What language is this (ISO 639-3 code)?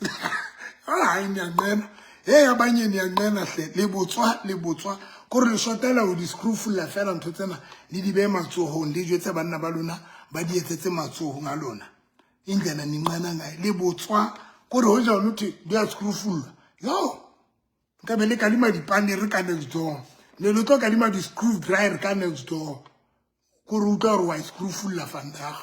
sot